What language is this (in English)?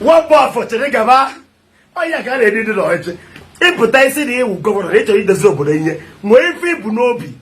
Igbo